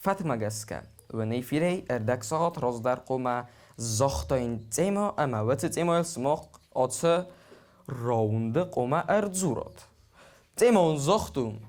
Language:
Ossetic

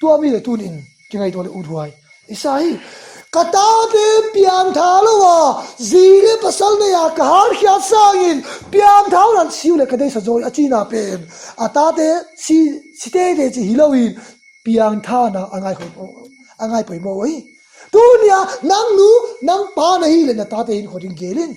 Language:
Tedim Chin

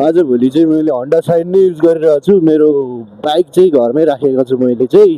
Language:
Nepali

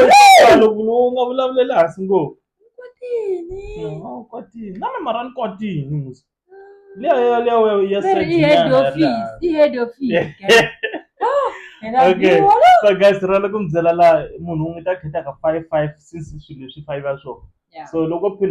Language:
Tsonga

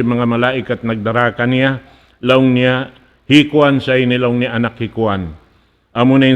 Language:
Tausug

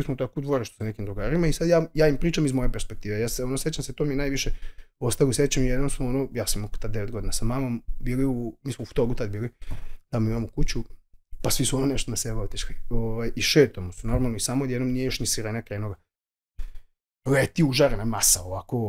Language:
Serbian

